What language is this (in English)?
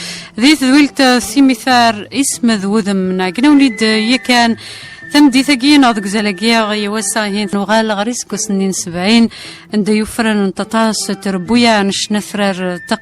Kabyle